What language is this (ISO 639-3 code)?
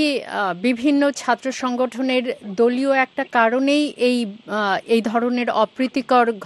ben